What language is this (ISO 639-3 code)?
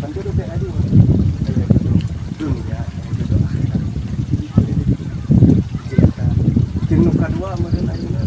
sun